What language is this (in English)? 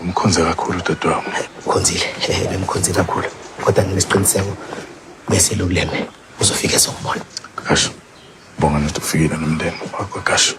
Zulu